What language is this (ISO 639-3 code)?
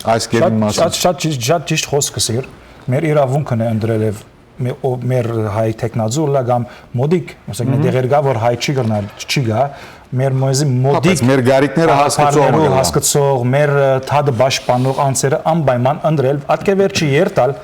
hyw